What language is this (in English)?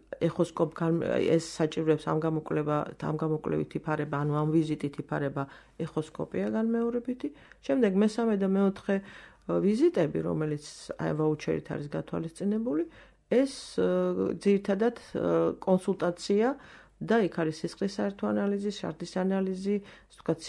Georgian